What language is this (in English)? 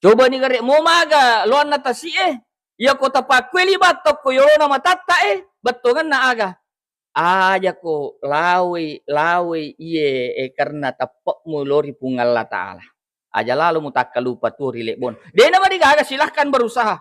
Buginese